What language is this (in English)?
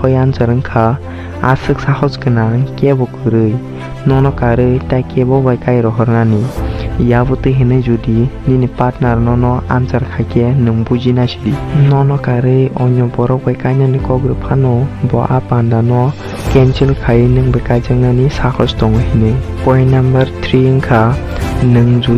Kok Borok